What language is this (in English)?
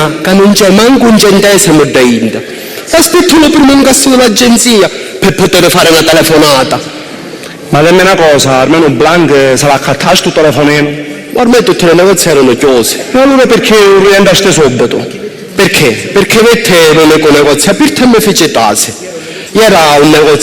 Sicilian